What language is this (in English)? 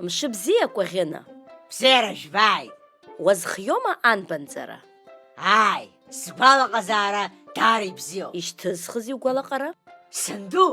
Abkhazian